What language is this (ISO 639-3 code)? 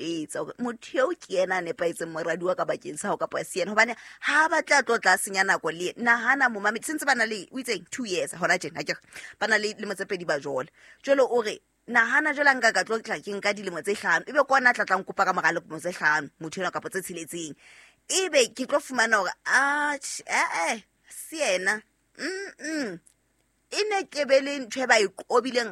sot